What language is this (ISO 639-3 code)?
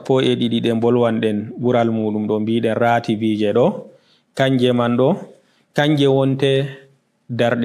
ful